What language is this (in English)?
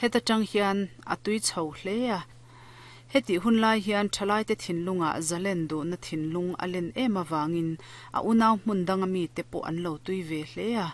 Mizo